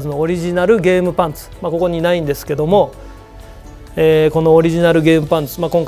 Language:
Japanese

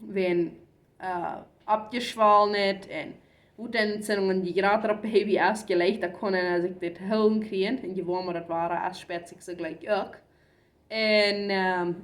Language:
Plautdietsch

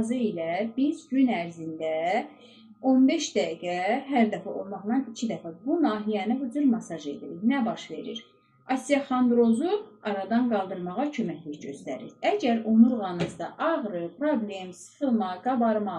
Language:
Azerbaijani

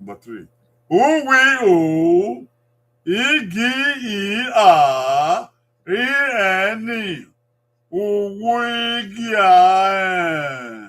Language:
Bini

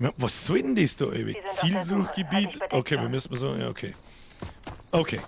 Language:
Bavarian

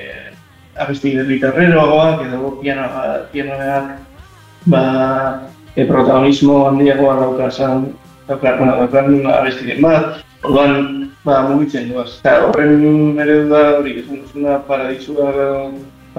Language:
Basque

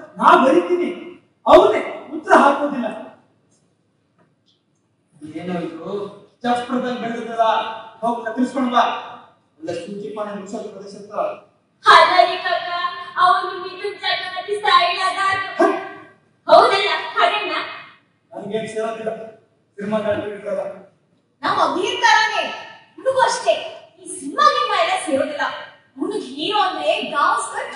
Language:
Kannada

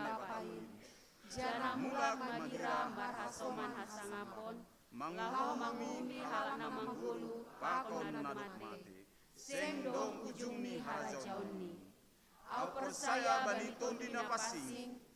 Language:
Batak Simalungun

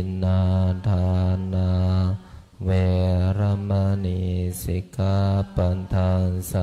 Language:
Pali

